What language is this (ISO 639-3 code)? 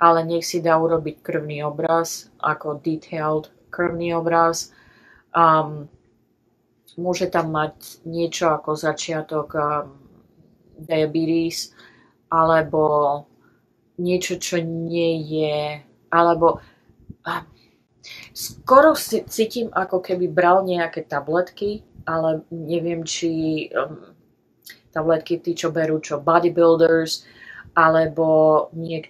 slk